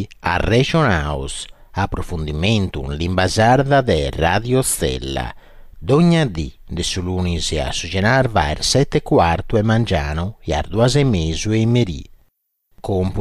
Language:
Sardinian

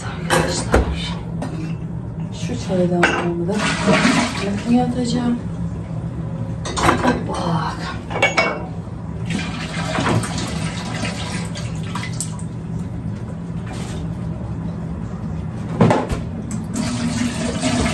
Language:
Turkish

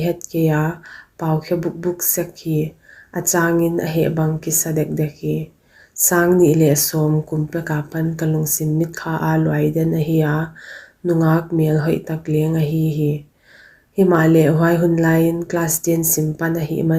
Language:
Paite Chin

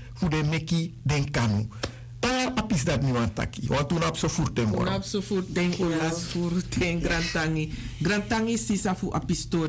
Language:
Sranan Tongo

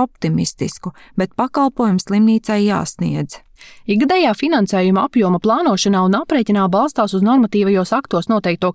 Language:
Latvian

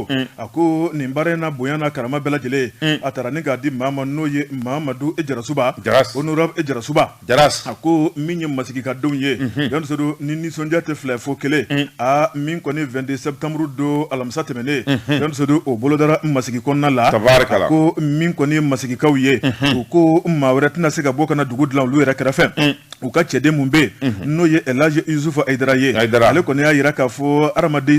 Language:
Bambara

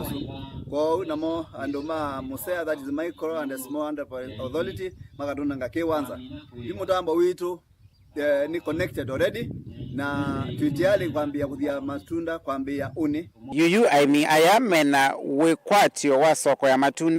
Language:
Kamba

